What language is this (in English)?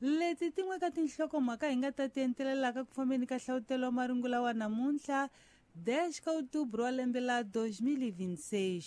Tsonga